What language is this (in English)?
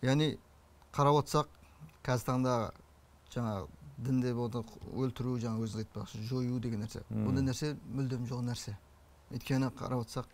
Kazakh